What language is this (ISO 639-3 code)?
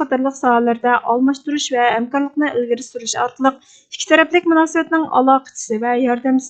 uig